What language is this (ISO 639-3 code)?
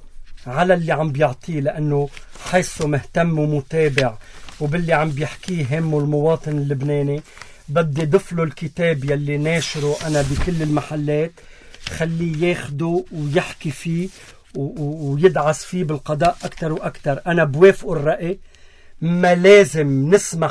apc